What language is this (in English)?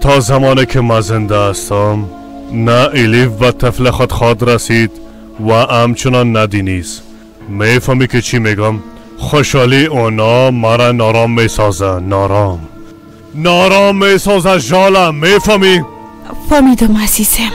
Persian